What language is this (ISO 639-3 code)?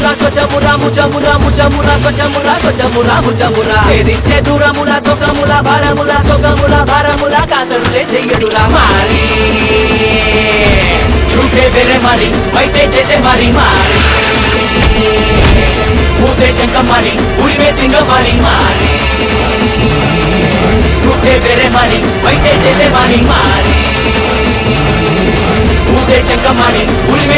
tel